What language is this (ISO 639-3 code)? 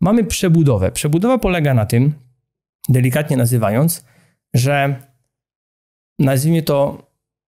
pol